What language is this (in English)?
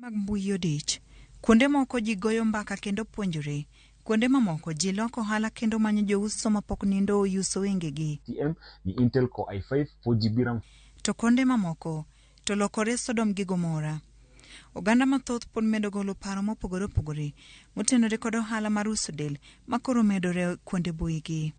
Luo (Kenya and Tanzania)